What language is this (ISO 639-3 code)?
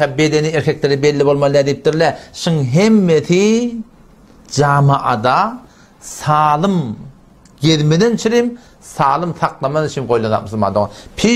tuk